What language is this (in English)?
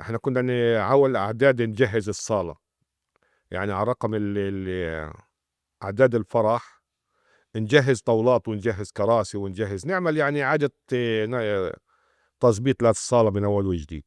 North Levantine Arabic